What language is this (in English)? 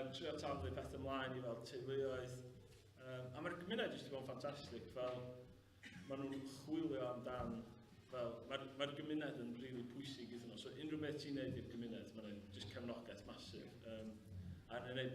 Welsh